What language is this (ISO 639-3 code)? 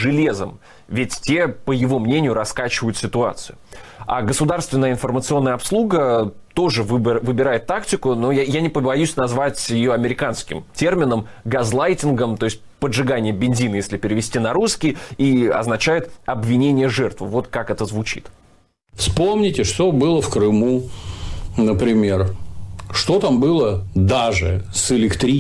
rus